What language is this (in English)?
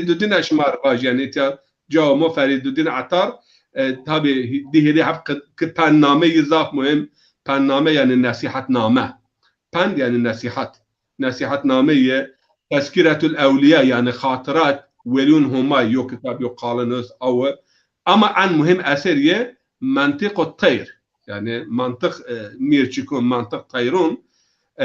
Zaza